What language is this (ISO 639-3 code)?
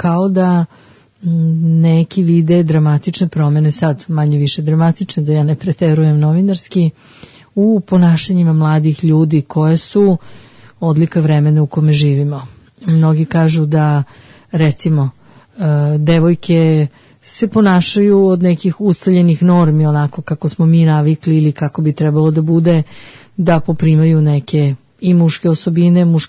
srp